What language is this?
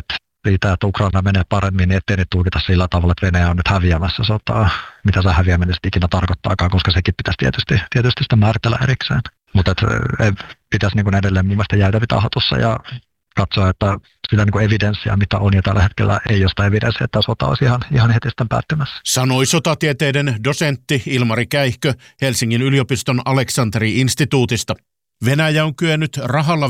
Finnish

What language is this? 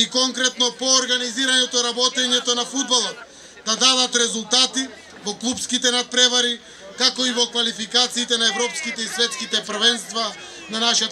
Macedonian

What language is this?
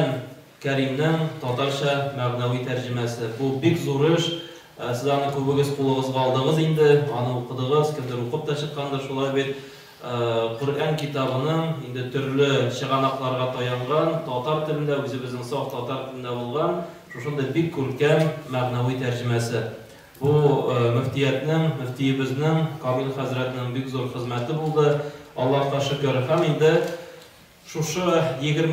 Tatar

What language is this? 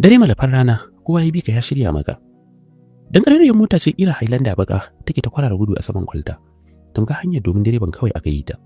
Hausa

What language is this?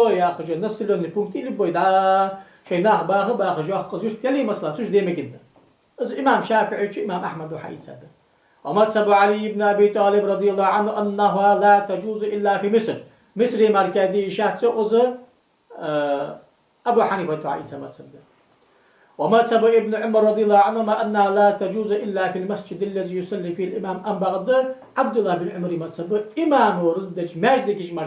Ingush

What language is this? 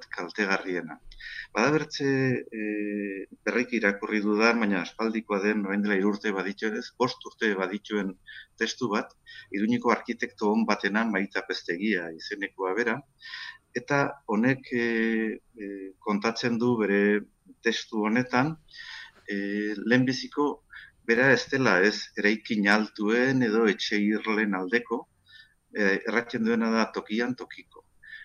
Basque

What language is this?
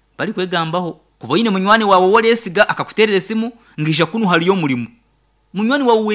Nyankole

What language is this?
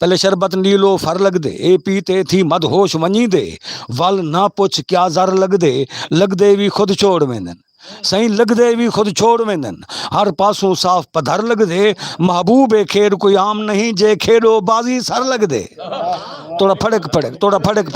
Saraiki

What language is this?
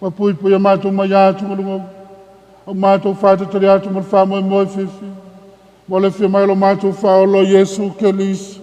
Samoan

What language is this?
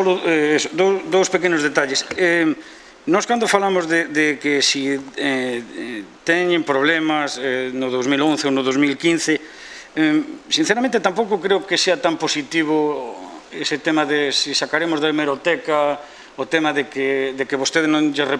Galician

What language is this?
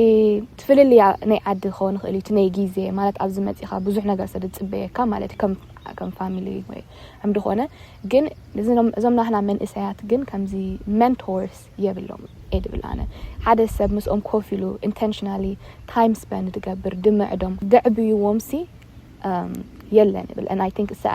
Tigrinya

